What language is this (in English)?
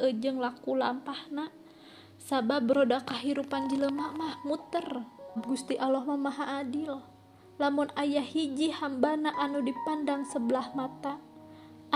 Sundanese